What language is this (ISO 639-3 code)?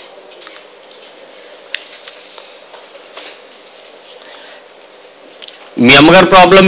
tel